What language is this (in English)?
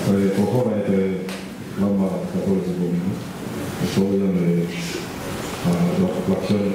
Tongan